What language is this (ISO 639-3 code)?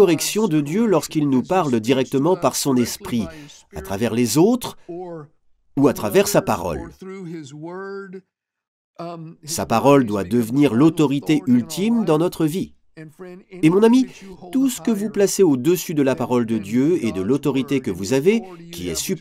fra